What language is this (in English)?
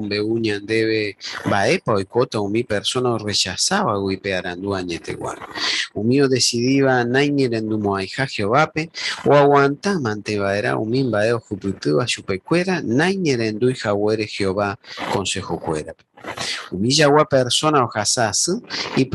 Guarani